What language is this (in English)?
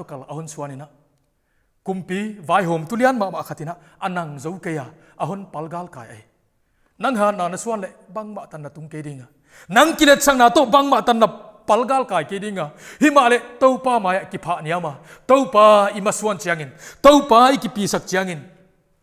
Paite Chin